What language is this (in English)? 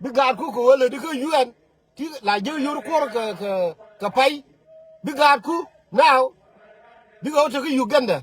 Nuer